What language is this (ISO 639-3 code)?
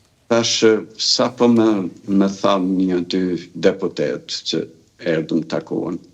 sqi